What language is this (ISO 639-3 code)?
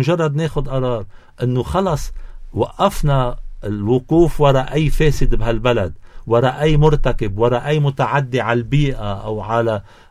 apc